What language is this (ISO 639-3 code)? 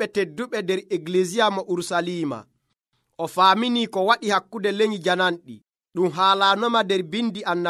fuv